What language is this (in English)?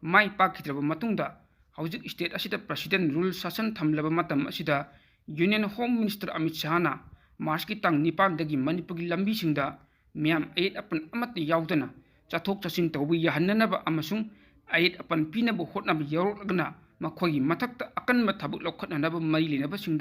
Manipuri